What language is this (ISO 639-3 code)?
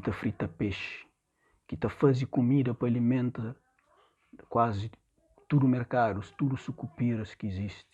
kea